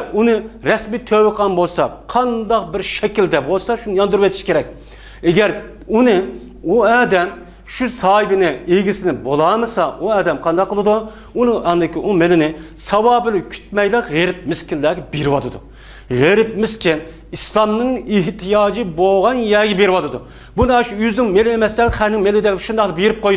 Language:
Uyghur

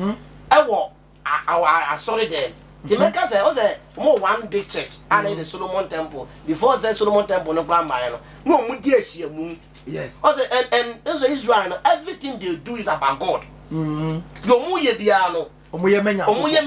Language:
Akan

